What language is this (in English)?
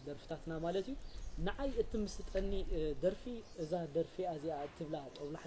Tigrinya